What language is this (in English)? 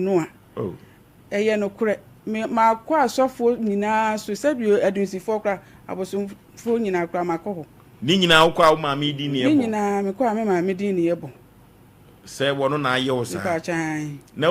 Akan